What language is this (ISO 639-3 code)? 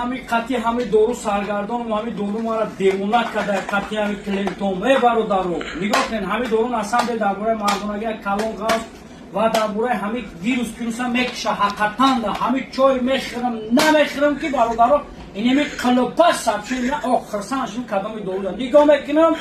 tgk